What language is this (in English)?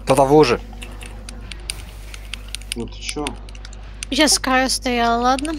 Russian